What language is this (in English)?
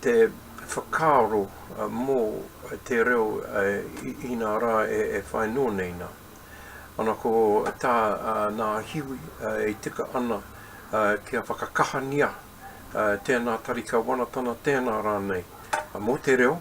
Māori